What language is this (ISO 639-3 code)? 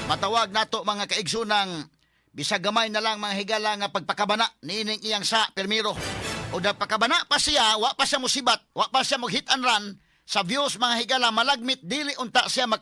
ceb